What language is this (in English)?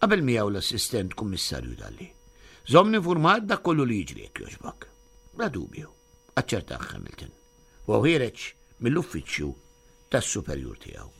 Maltese